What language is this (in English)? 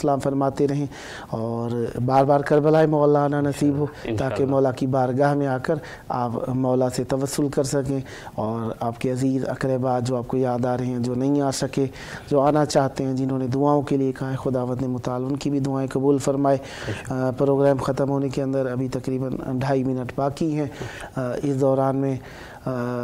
Urdu